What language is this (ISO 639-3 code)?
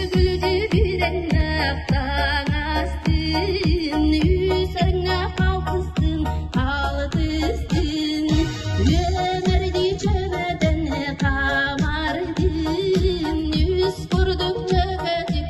sah